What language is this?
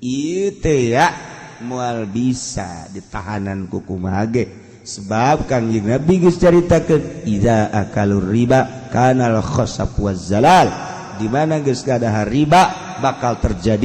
Sundanese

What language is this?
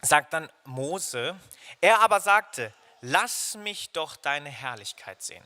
Swiss German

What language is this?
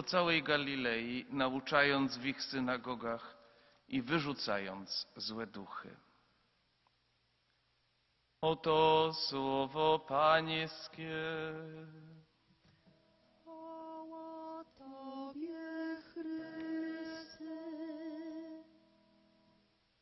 Polish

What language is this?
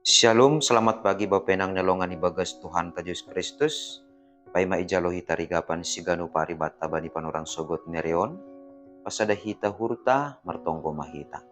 Batak Simalungun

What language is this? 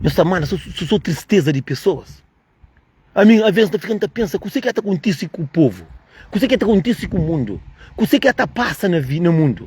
Kabuverdianu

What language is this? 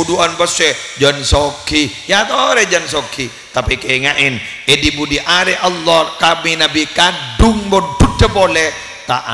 Madurese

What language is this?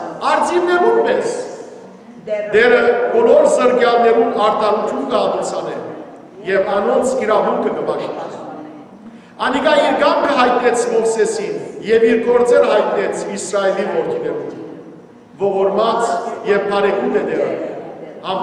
Western Armenian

